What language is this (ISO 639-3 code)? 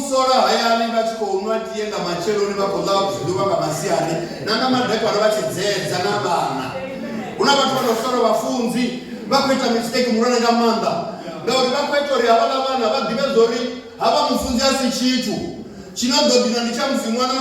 ven